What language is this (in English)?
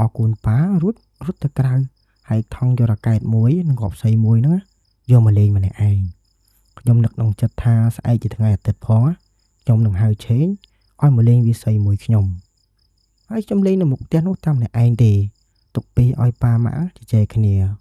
Khmer